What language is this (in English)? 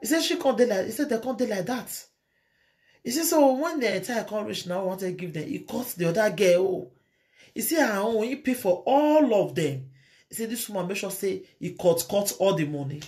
Nigerian Pidgin